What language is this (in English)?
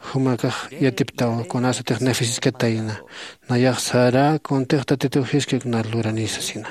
Aymara